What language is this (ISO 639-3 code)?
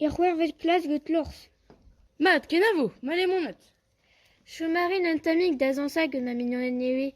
bre